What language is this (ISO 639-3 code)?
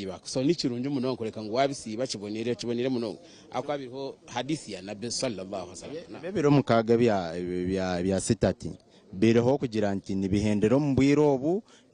nyn